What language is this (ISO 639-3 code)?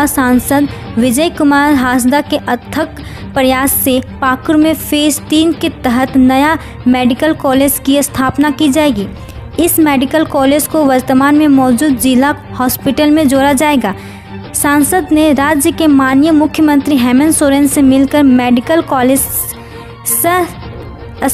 hin